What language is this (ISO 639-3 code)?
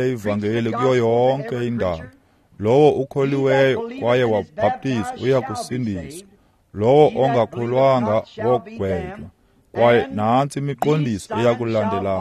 xho